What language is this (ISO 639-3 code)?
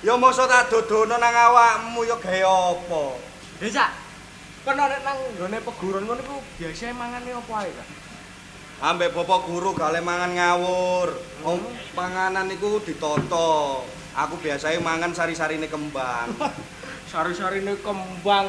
jav